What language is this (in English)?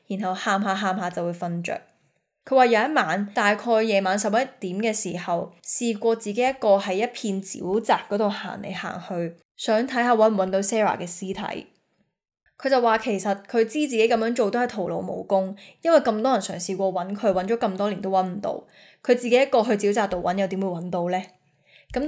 Cantonese